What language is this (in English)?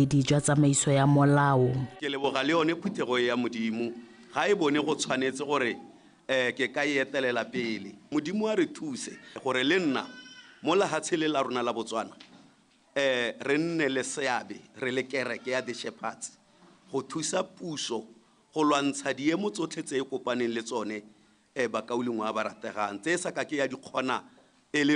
Tswana